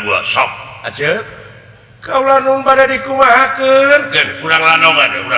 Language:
Sundanese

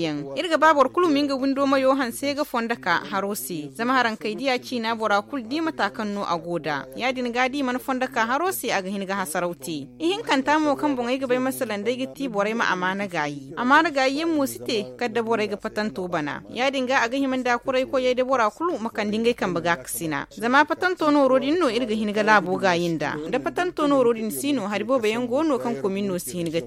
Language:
Zarma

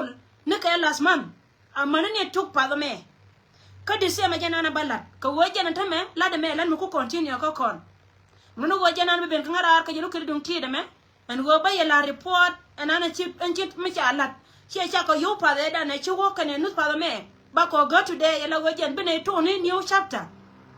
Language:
Nuer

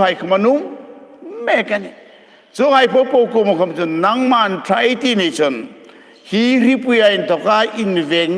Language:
Hmar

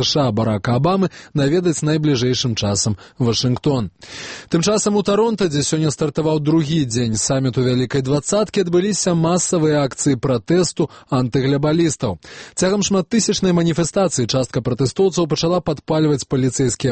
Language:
Belarusian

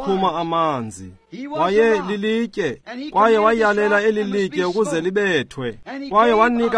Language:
Xhosa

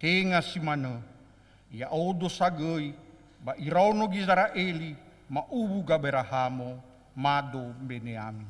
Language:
Nias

